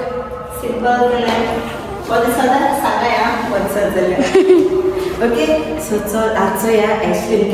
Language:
Konkani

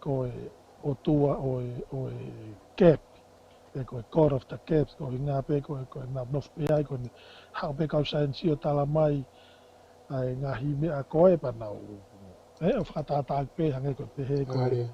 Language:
Tongan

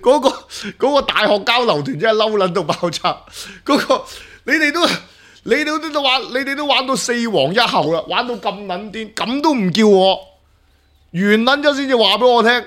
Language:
Cantonese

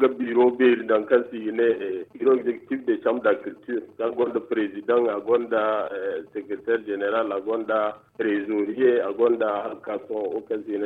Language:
Zarma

